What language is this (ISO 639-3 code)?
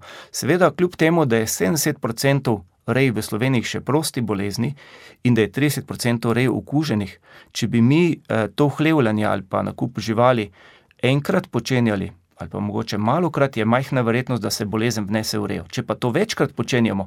slv